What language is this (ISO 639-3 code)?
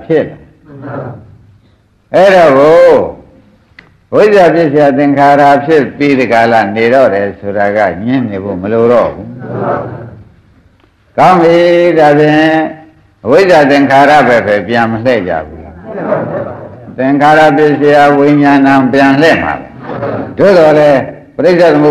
mya